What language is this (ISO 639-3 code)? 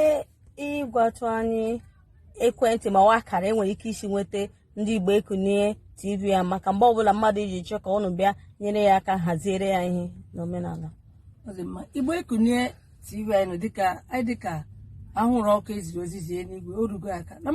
ibo